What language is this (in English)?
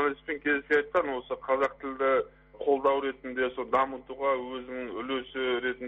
Kazakh